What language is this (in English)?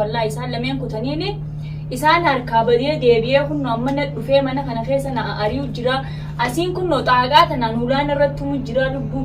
Oromo